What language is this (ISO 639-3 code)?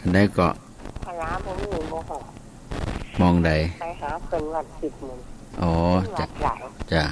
tts